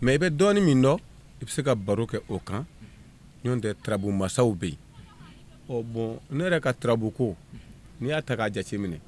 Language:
Bambara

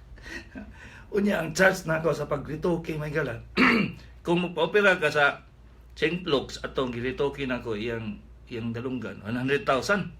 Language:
Cebuano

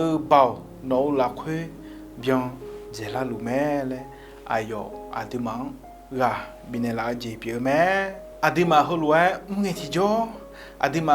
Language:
Akha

